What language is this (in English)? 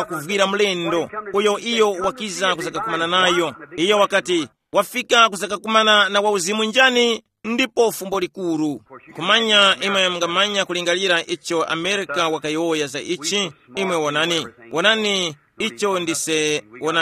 Tumbuka